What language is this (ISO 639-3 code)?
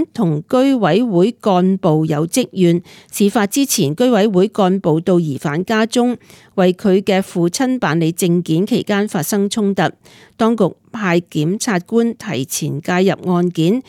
yue